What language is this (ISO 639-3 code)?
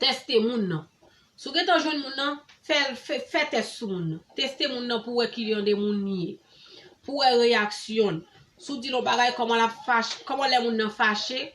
hat